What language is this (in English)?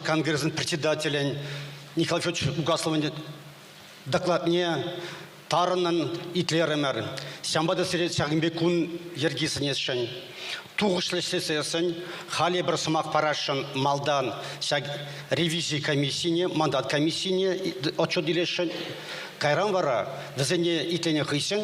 Chuvash